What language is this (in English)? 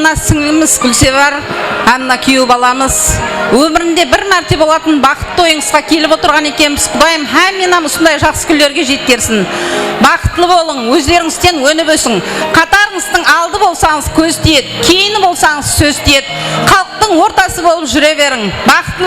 Kara-Kalpak